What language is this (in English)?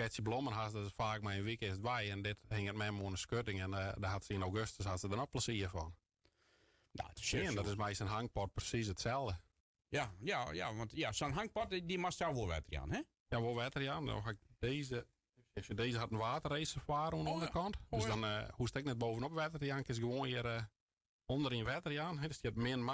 Western Frisian